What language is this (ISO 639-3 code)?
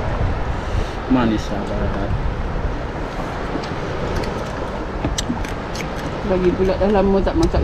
msa